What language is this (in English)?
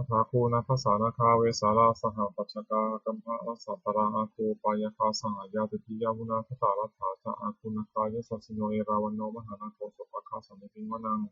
Pali